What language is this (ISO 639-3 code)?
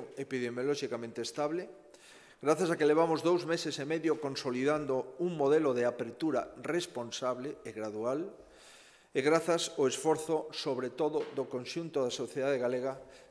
glg